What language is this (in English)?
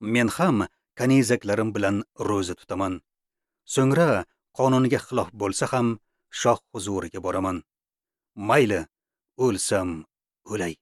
Uzbek